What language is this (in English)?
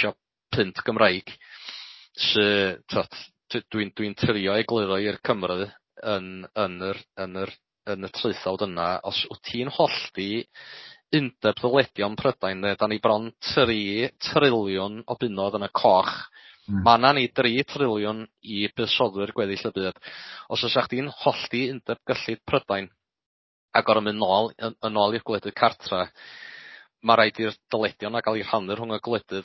Welsh